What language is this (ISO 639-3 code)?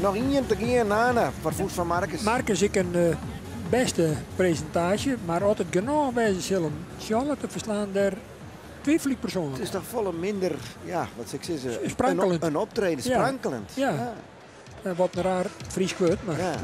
fry